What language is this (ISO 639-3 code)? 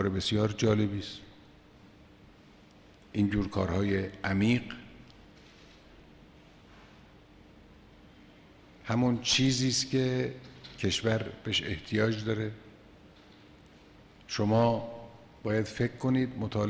fas